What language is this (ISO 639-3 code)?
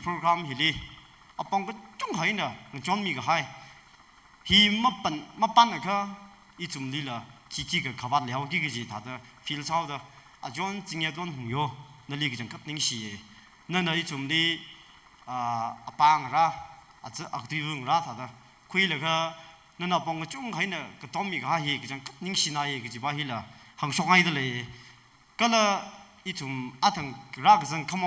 nmf